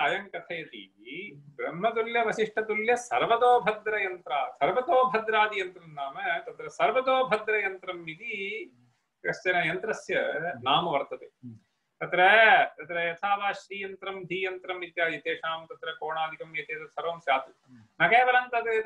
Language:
Sanskrit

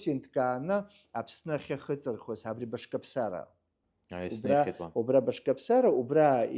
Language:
Abkhazian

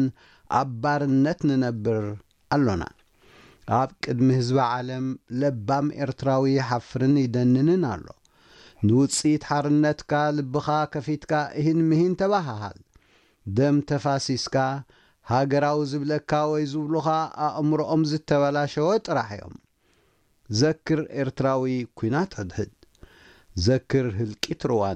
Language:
Tigrinya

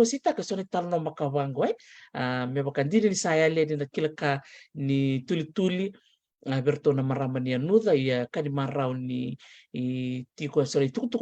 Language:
Fijian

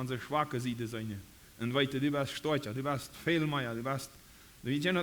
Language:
Plautdietsch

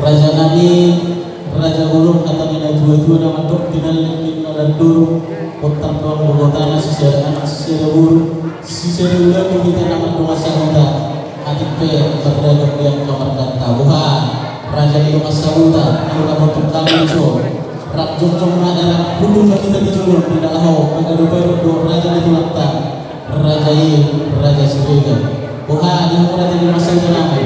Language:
Batak Toba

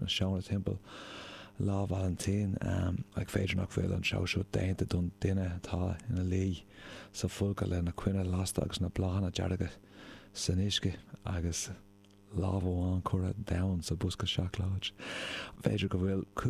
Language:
Irish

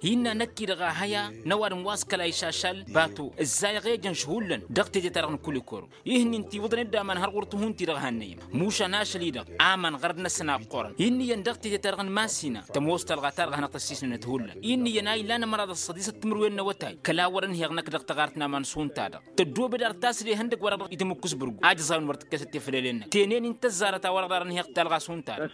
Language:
Tamasheq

